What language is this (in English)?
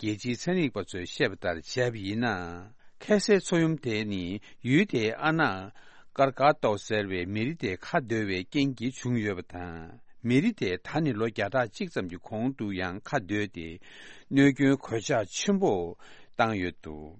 Tibetan